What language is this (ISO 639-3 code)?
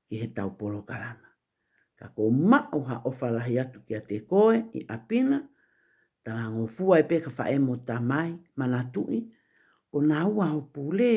ton